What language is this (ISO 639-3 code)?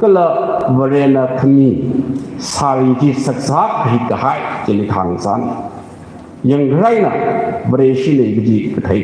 nmf